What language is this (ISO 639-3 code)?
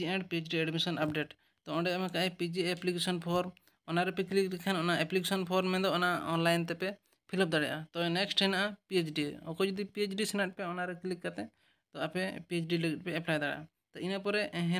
sat